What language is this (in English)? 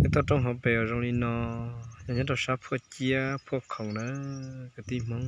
Hmong